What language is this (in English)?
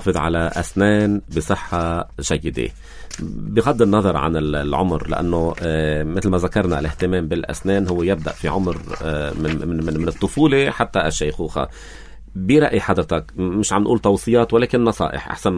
North Levantine Arabic